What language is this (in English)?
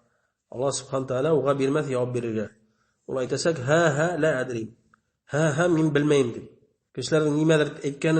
Bashkir